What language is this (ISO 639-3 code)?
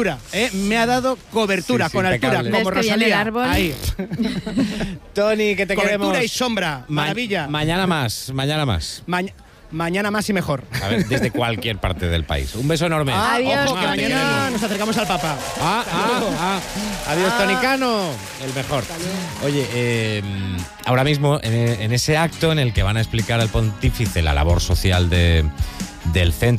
spa